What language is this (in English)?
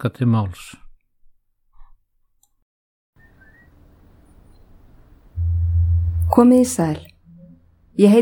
Icelandic